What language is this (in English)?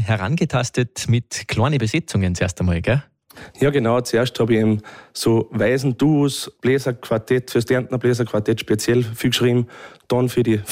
German